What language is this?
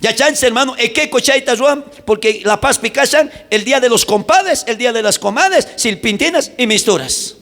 South Bolivian Quechua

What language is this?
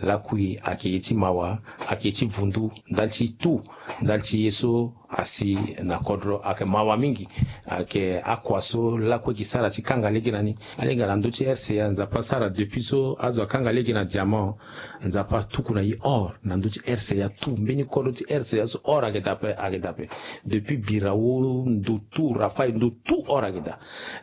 Sango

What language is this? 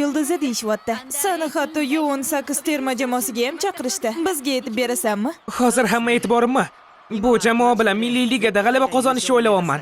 Uzbek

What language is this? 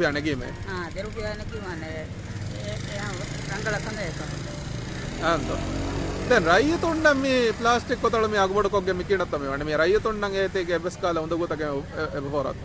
Divehi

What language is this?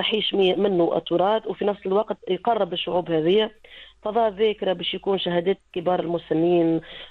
Tunisian Arabic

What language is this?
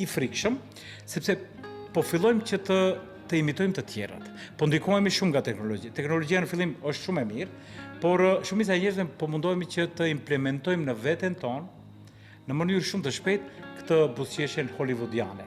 Albanian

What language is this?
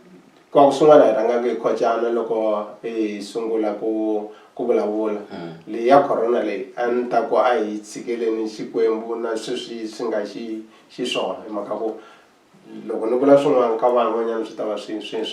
Tsonga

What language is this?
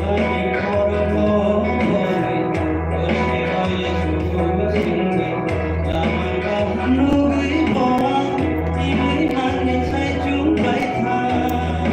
Kok Borok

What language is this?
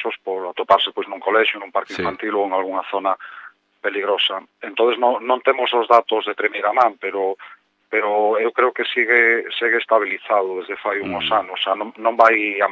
Galician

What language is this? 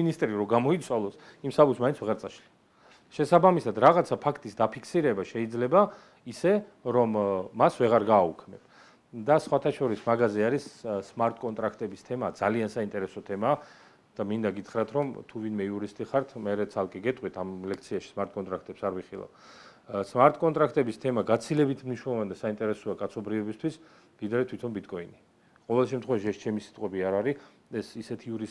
Georgian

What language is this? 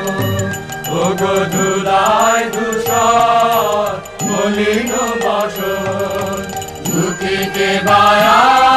Bangla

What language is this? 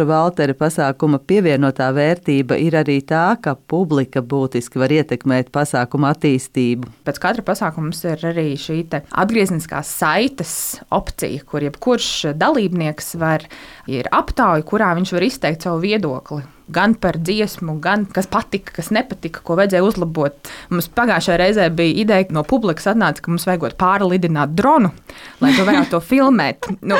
Latvian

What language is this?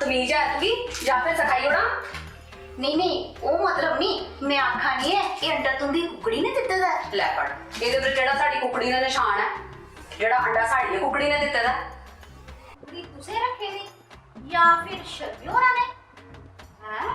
Dogri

